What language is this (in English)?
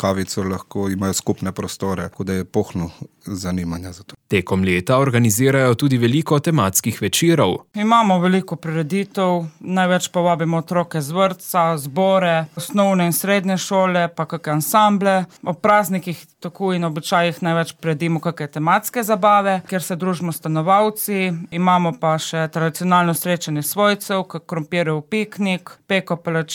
Slovenian